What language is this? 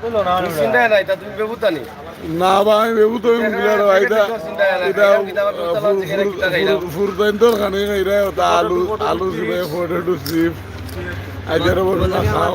Sylheti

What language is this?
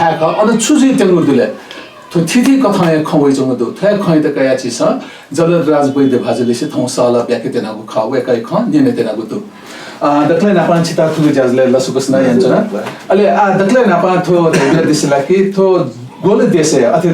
Newari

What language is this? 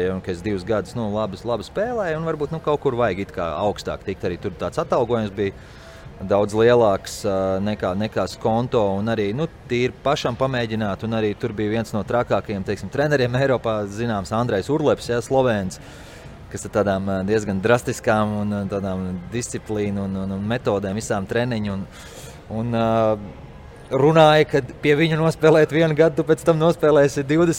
Latvian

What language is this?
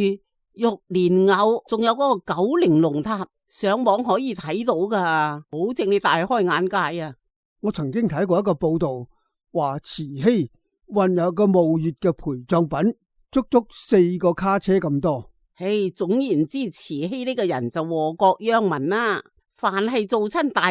Cantonese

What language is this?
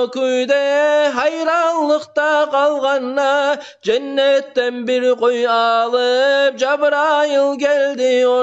Kumyk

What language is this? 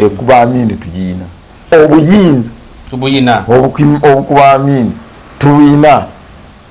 Ganda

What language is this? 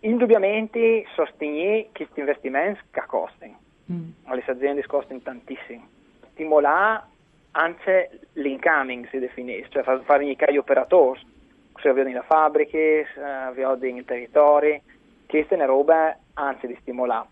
Friulian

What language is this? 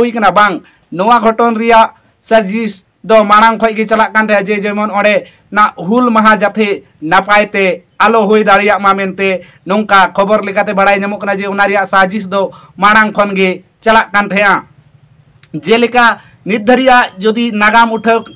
Santali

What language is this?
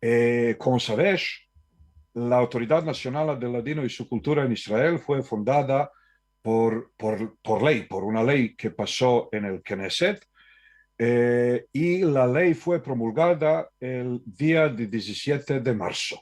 Ladino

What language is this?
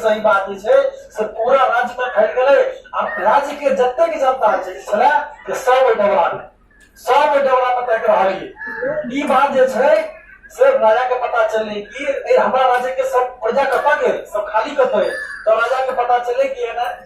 Maithili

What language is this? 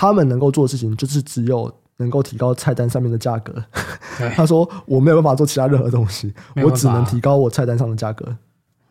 Chinese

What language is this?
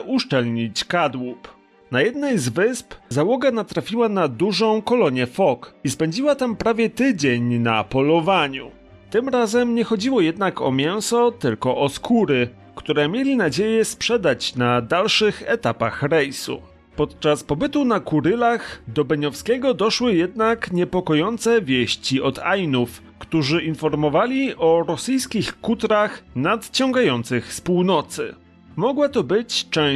Polish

